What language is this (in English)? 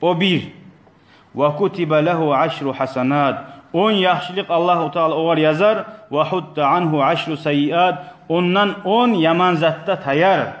Kumyk